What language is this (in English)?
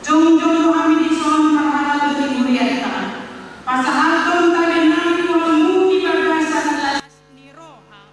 Batak Toba